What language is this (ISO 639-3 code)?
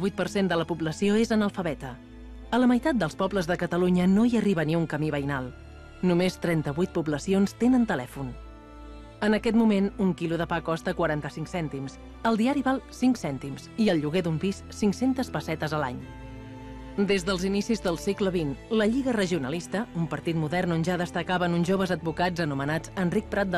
cat